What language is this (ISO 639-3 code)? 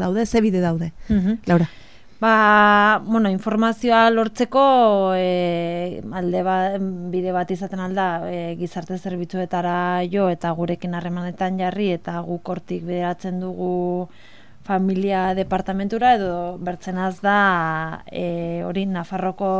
eus